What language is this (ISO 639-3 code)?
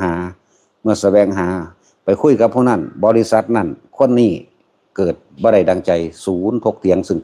tts